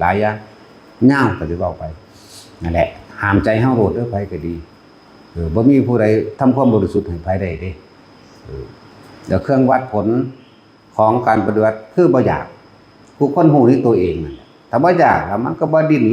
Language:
Northeastern Thai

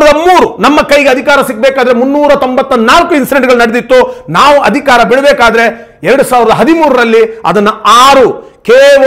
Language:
Kannada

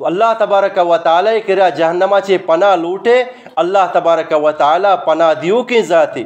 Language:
Eastern Balochi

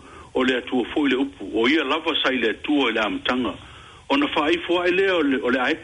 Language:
Samoan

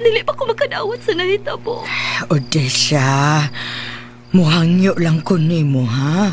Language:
Cebuano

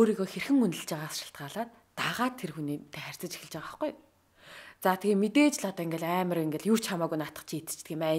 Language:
Mongolian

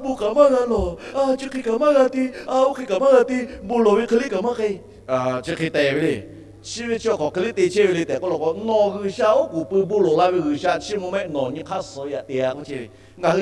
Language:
Lahu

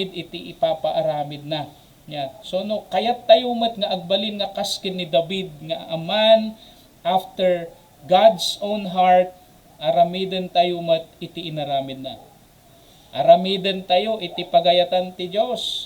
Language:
Iloko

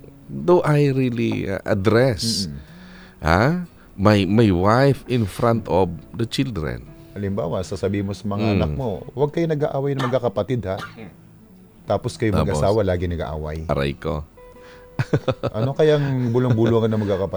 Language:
Filipino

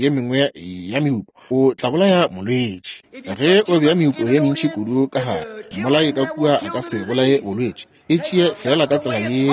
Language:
Northern Sotho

